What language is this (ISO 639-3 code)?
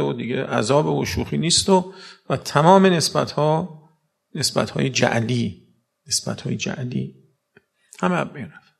fas